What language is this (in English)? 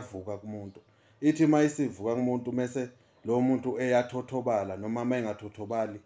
Zulu